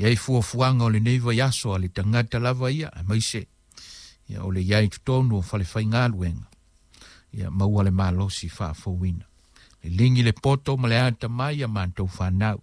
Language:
Samoan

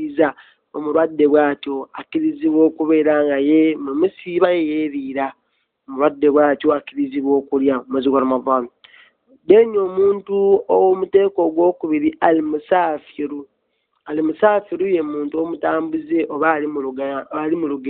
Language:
Ganda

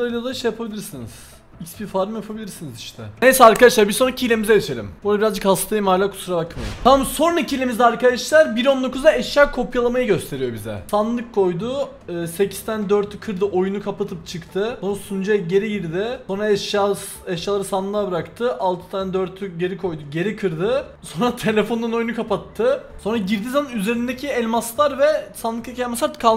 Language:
Turkish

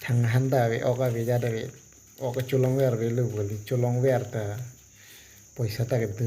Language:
Karbi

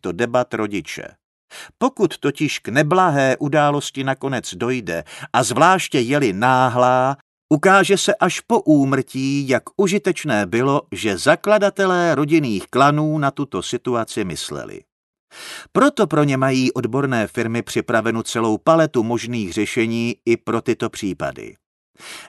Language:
Czech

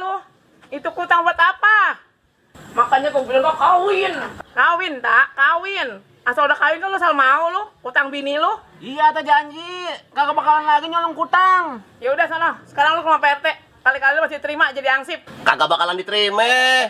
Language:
Betawi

